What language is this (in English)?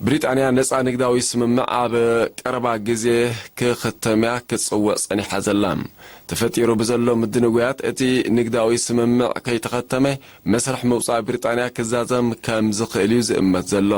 Tigrinya